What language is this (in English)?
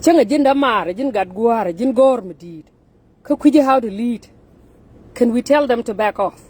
Nuer